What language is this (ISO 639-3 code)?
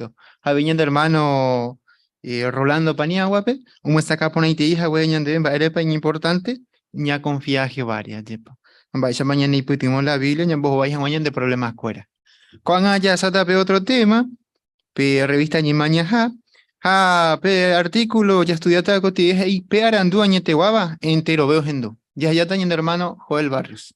grn